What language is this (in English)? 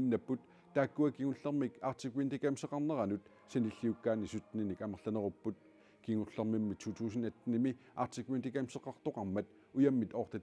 Kalaallisut